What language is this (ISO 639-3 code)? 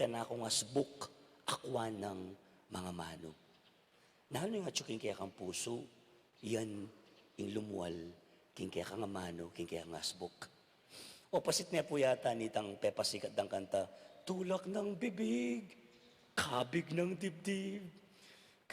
pam